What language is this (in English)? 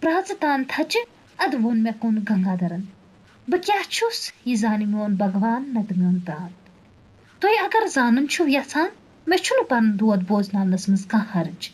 Kashmiri